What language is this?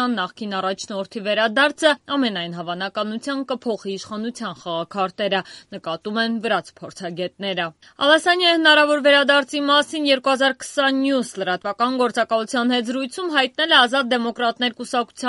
Armenian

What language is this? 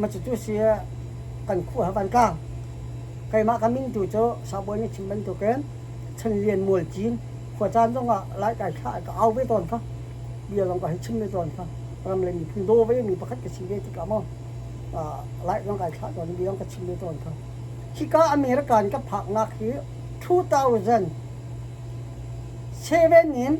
Hakha Chin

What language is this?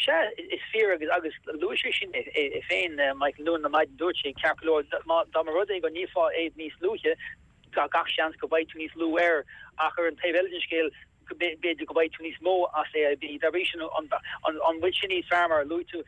Irish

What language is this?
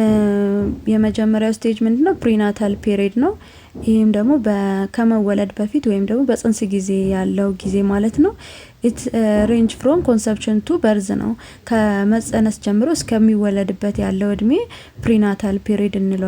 Amharic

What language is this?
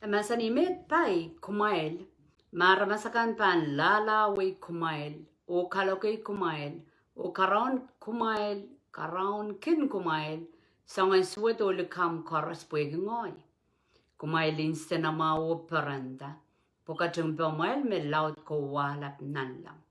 Pohnpeian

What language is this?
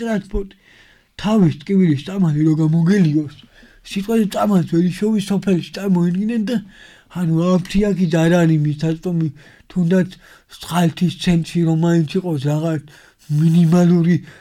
Georgian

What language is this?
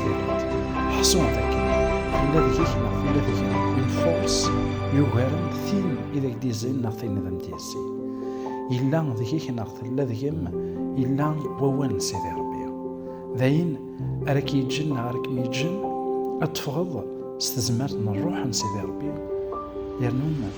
Kabyle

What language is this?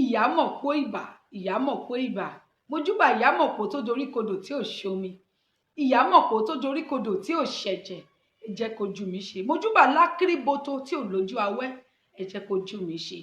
Yoruba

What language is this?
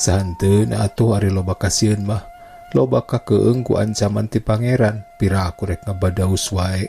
Sundanese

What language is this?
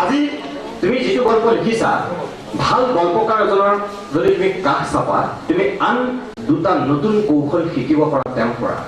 Assamese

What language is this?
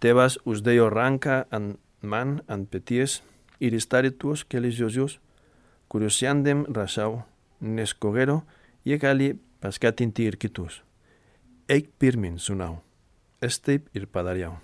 Lithuanian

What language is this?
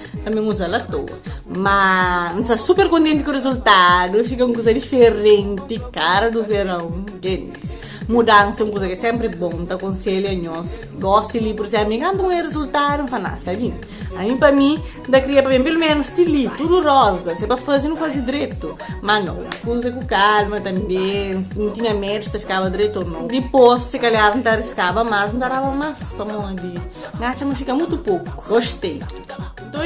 Kabuverdianu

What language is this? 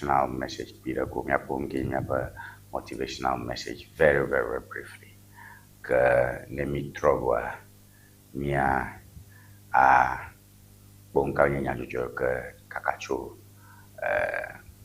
Ewe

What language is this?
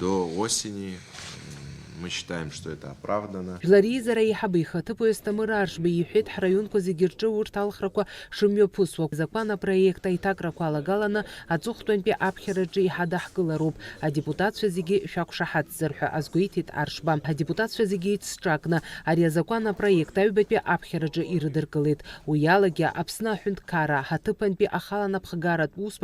Abkhazian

